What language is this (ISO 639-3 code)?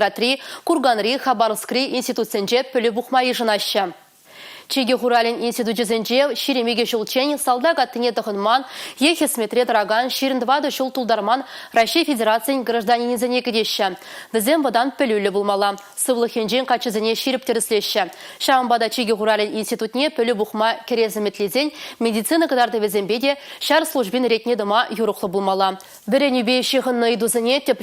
chv